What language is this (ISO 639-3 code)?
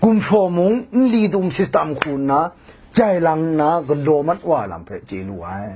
kac